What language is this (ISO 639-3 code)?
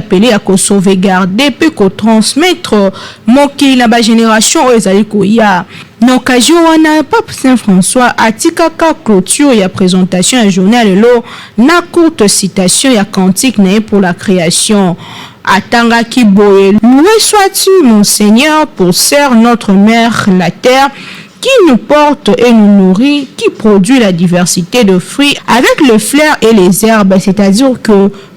lin